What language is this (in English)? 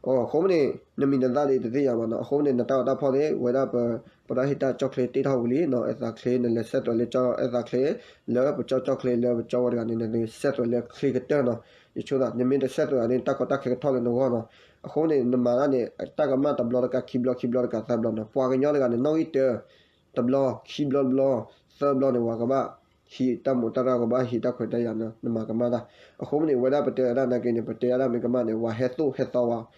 S'gaw Karen